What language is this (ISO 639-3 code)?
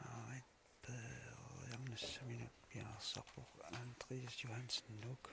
kal